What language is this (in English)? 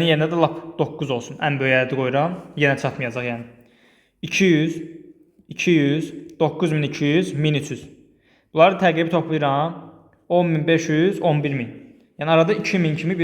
Azerbaijani